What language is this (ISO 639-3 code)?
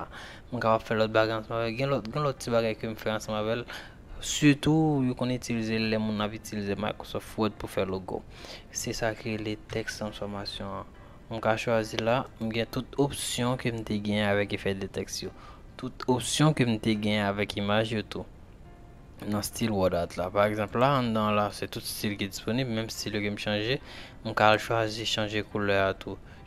hat